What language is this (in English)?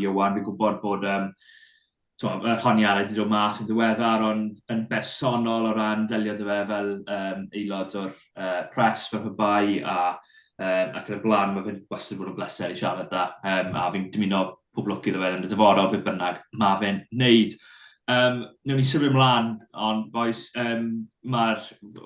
Welsh